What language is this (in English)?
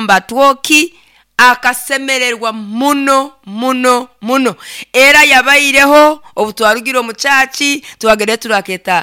Nyoro